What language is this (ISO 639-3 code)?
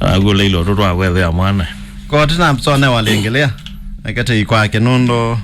kam